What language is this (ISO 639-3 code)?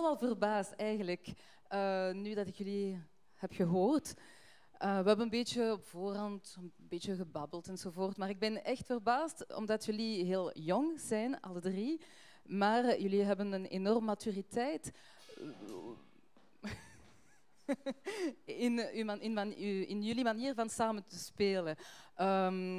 nld